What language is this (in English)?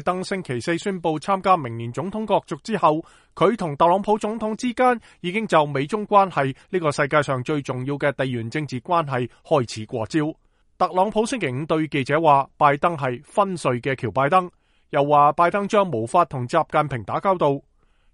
Cantonese